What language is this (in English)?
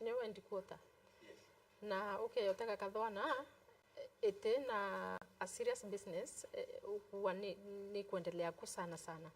Meru